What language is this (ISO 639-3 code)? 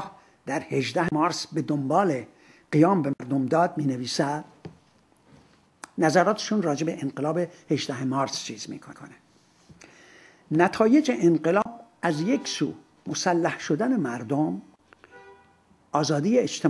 fas